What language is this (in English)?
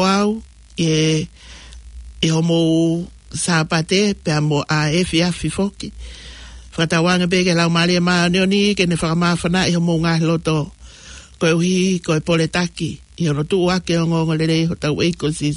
Tongan